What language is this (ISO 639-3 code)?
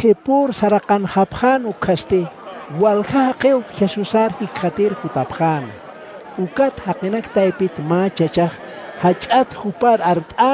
aym